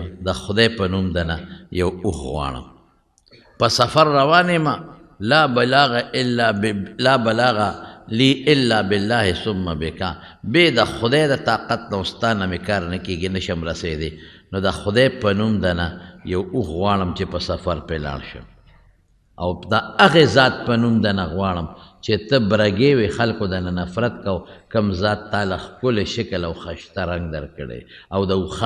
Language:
Pashto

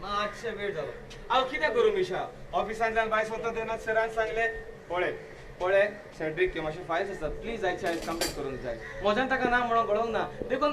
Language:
Konkani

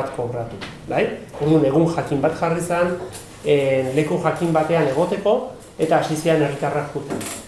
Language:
Basque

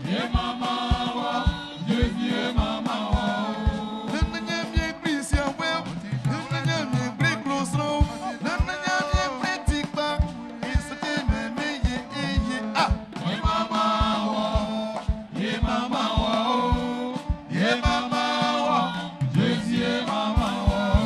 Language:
Baoulé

